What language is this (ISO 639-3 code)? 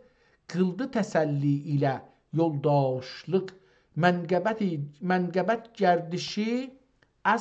azb